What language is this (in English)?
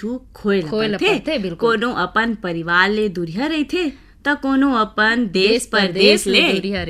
Chhattisgarhi